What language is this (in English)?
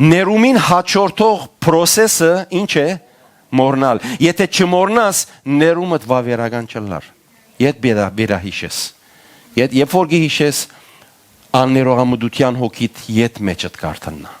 Western Armenian